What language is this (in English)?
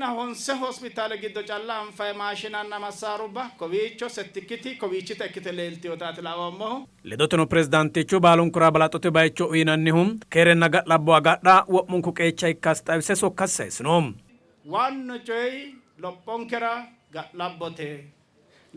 Sidamo